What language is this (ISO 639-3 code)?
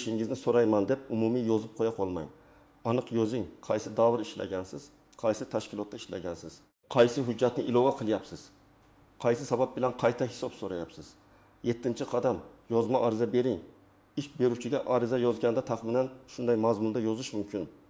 uzb